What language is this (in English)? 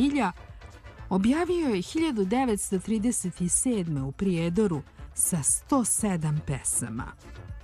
Serbian